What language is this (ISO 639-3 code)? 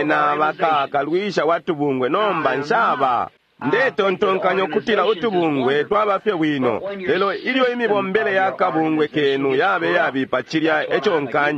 bem